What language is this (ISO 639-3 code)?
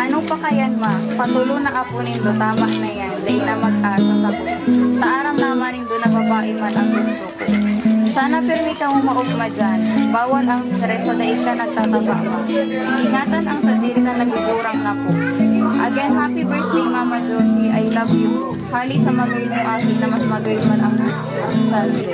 bik